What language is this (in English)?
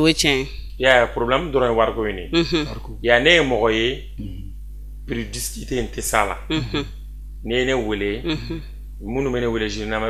Bambara